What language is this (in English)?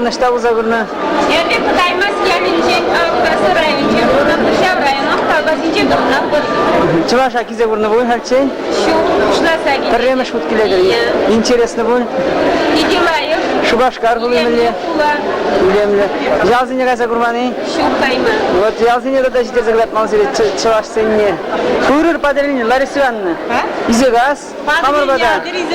Chuvash